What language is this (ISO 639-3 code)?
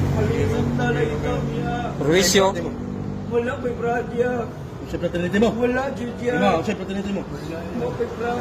ceb